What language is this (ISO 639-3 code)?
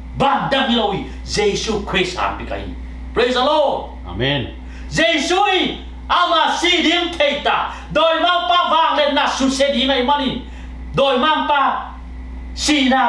ctd